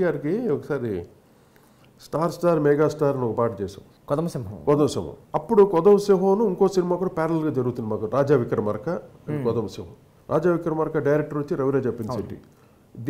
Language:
Telugu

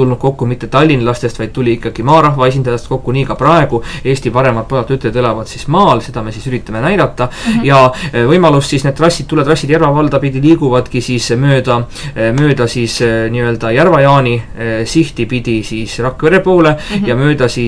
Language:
Estonian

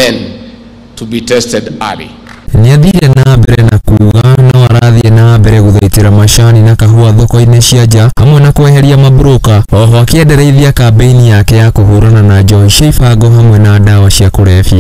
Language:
Kikuyu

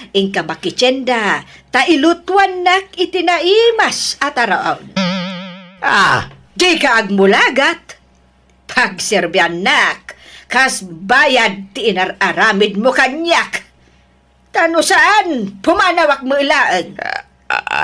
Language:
Iloko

